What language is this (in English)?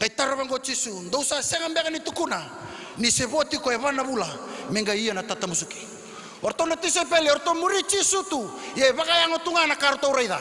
Fijian